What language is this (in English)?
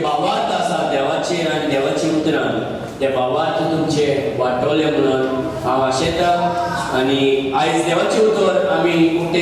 Konkani